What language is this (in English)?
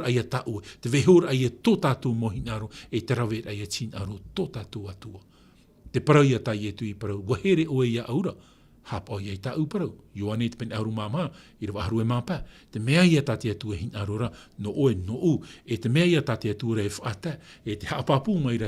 Tahitian